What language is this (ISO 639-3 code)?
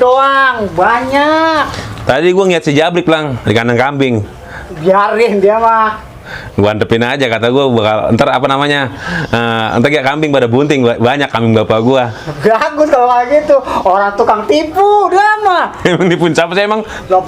bew